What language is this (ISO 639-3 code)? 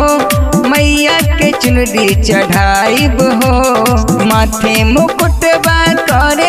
bho